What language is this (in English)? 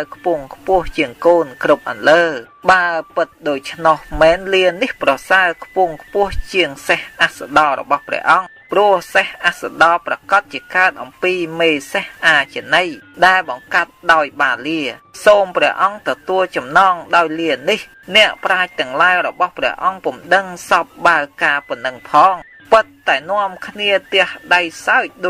Khmer